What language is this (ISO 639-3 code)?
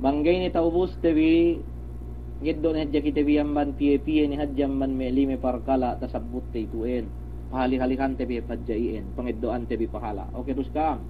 yka